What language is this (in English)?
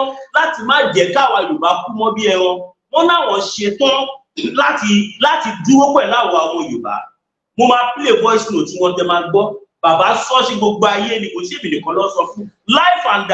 Yoruba